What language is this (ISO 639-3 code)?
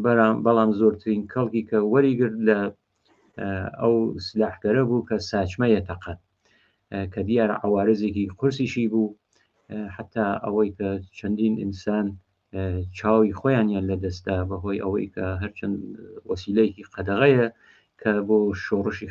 ckb